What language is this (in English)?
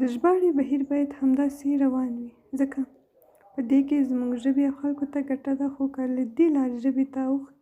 Pashto